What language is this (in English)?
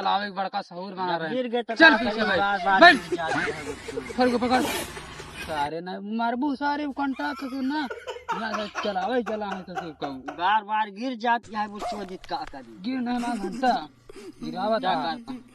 Awadhi